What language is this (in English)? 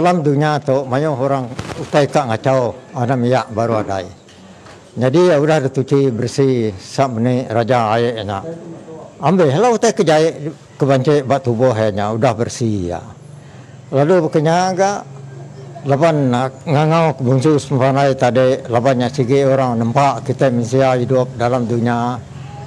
Iban